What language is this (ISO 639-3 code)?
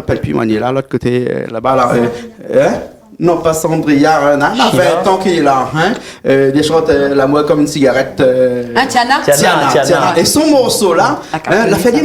rcf